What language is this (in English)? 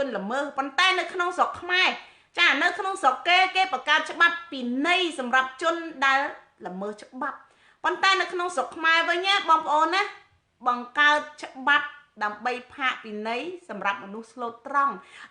Khmer